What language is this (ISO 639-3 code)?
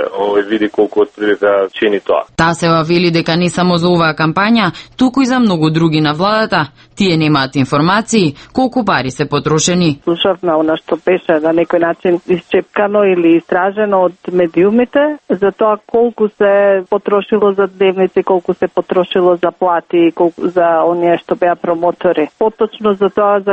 mkd